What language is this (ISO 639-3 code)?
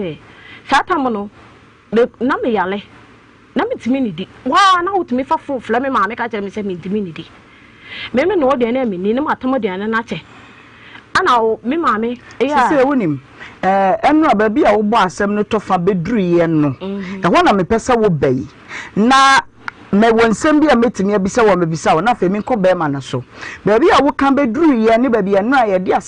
aka